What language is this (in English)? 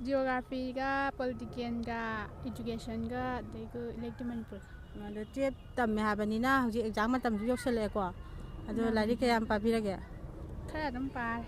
Manipuri